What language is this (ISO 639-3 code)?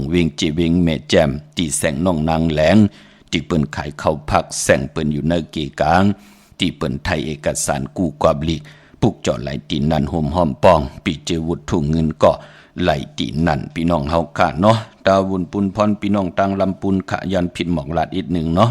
shn